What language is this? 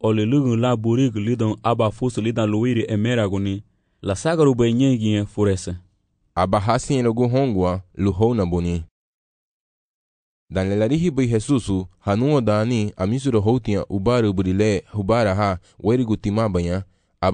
Garifuna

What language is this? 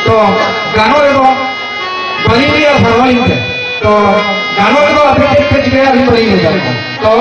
Santali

